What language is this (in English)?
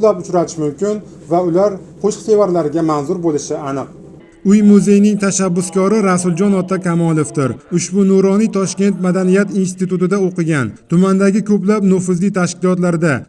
Uzbek